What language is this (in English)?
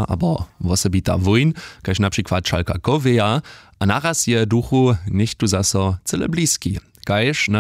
Upper Sorbian